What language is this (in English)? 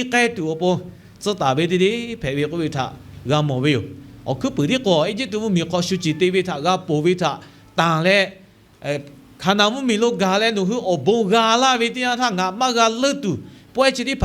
Lahu